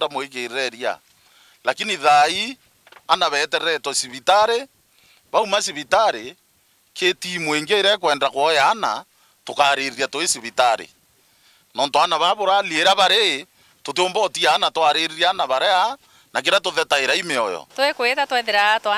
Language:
Meru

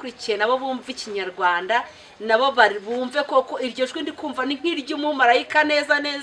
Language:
Kinyarwanda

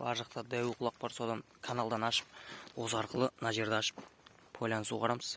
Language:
Kazakh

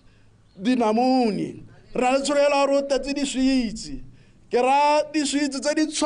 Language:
Tswana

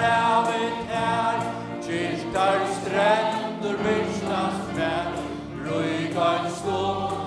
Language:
Faroese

